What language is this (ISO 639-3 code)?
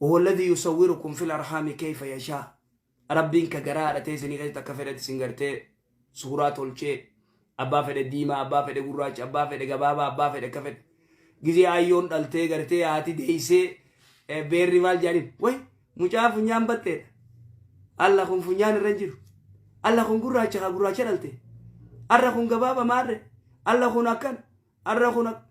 orm